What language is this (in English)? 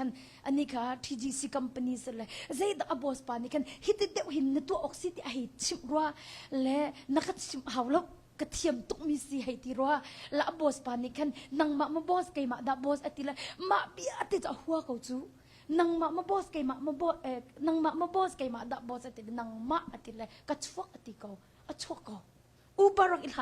Hakha Chin